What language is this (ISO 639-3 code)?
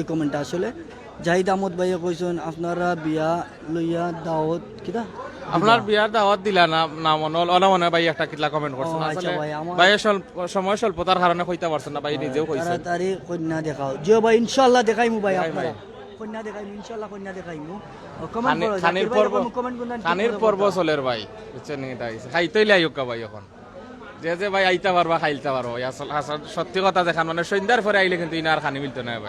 syl